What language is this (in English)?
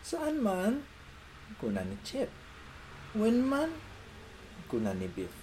Iloko